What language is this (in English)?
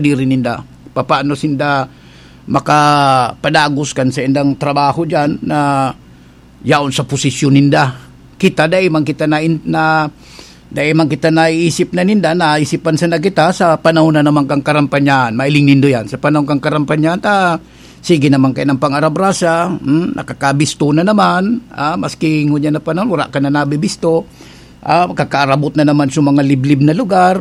Bikol